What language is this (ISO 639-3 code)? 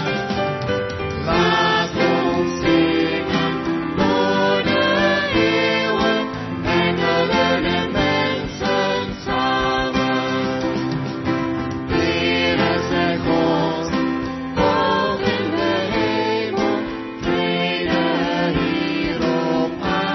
nld